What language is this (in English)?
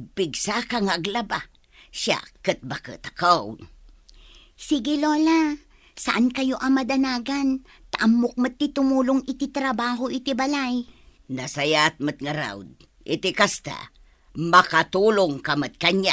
Iloko